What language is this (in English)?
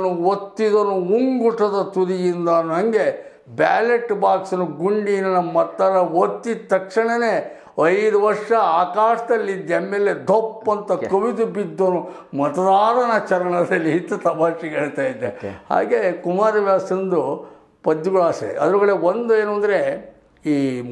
Kannada